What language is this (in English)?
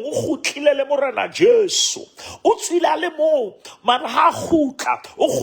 Southern Sotho